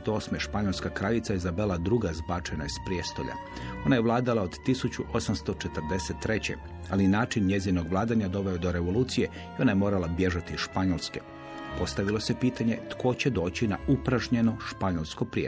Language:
Croatian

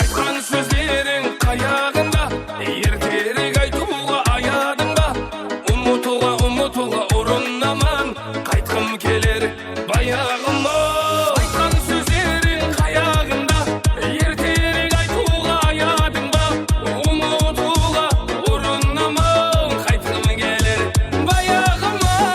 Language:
Kara-Kalpak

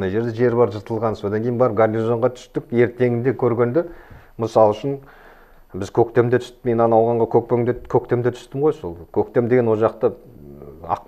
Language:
Kazakh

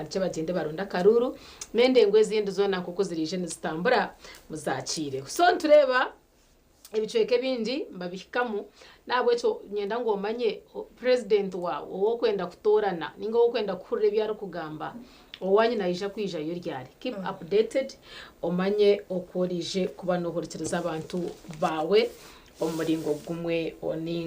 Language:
Nyankole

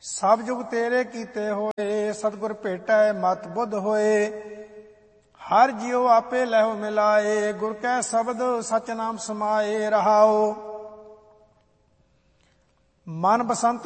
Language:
Punjabi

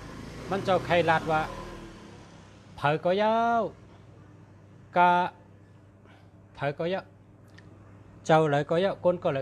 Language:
Shan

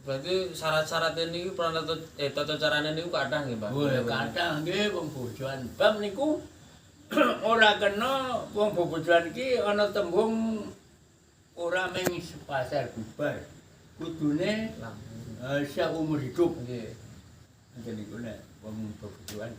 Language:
Javanese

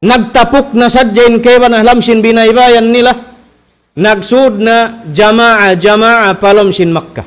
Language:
Tausug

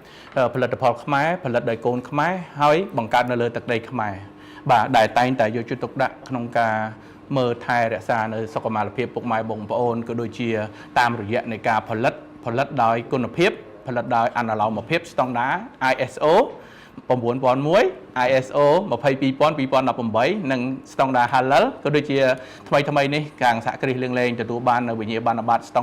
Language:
Khmer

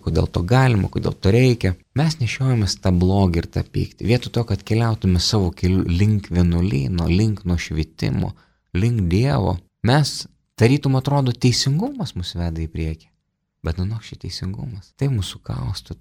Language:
Lithuanian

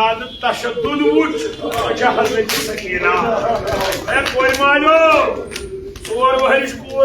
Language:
Kashmiri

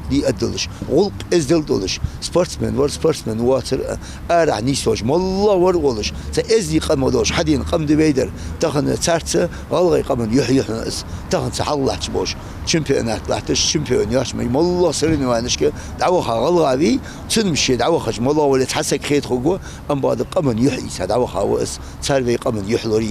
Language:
Ingush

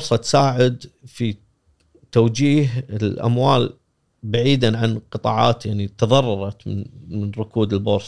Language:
Gulf Arabic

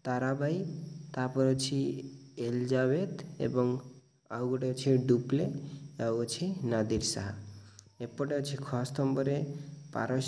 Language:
Odia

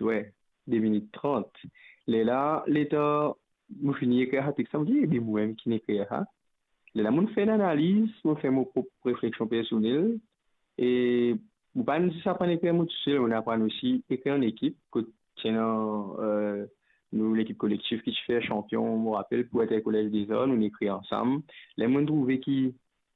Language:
Morisyen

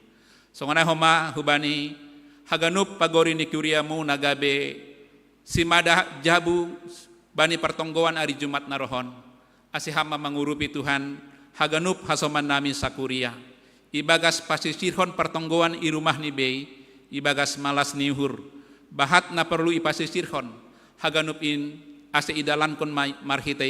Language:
Batak Simalungun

